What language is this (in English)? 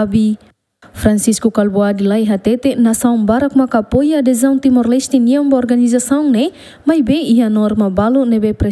Tetum